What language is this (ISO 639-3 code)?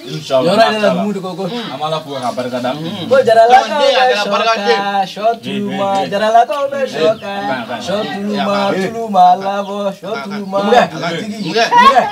bam